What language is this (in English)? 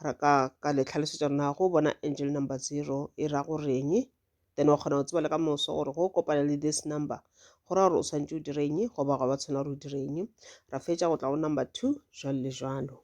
Northern Sotho